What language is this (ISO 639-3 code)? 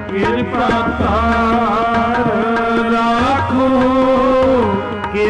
pan